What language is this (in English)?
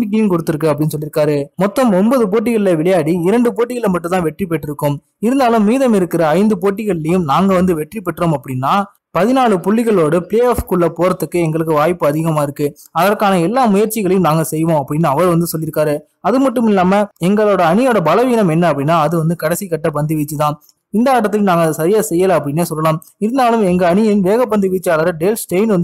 Tamil